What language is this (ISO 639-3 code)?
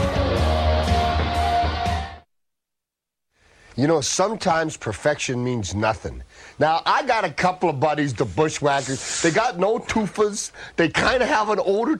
eng